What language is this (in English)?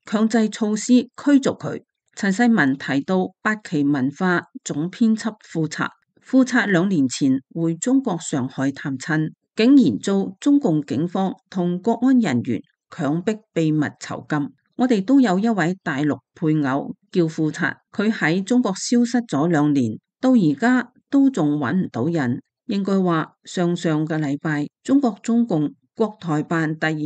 Cantonese